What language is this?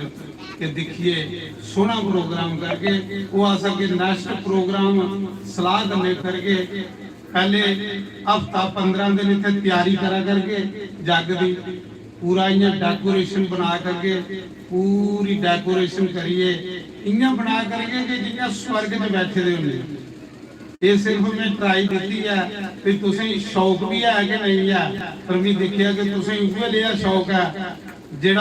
Dogri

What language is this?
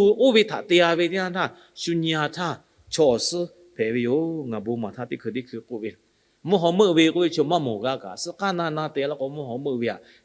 Lahu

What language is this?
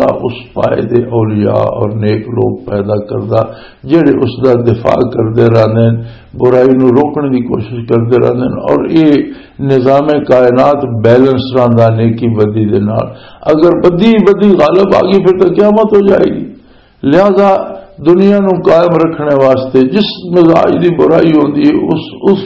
Western Panjabi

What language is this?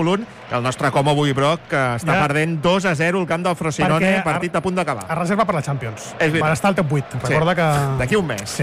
Catalan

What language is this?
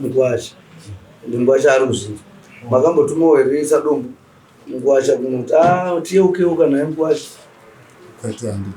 Shona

